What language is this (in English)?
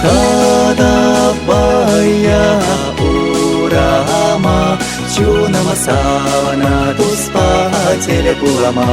Chuvash